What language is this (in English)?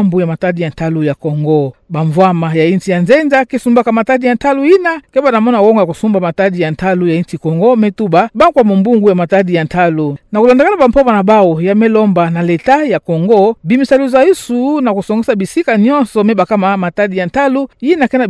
Kituba (Democratic Republic of Congo)